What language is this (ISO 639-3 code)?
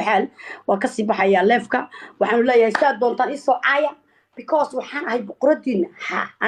som